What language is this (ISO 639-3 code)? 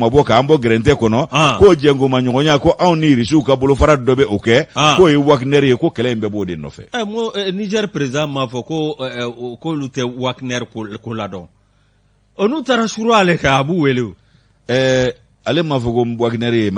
bam